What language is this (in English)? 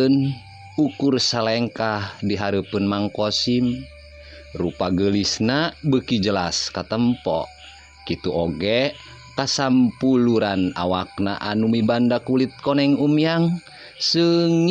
Sundanese